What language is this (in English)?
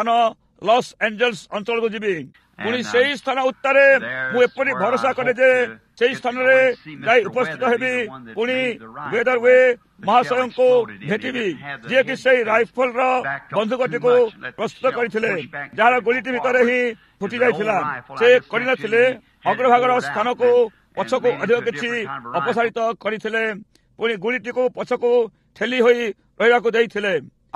Odia